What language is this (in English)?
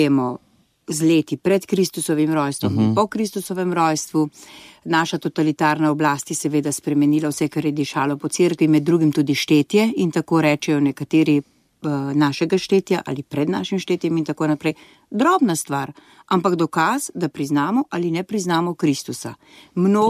Slovenian